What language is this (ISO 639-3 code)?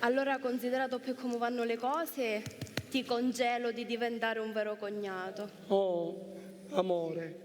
scn